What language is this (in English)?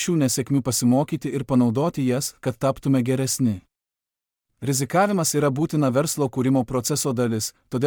Lithuanian